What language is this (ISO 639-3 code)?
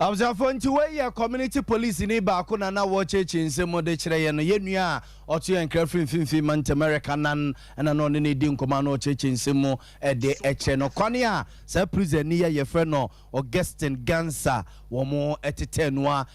aka